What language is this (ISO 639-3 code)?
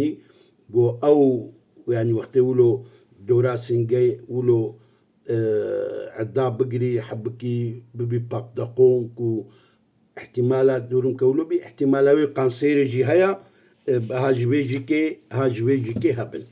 kur